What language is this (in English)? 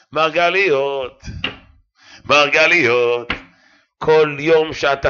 Hebrew